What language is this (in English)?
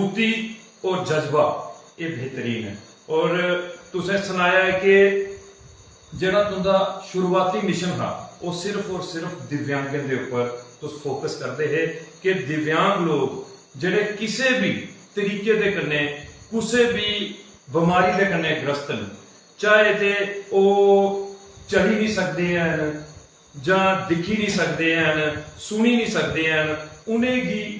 Dogri